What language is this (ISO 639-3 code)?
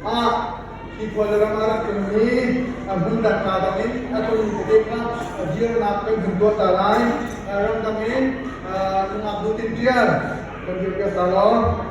cnh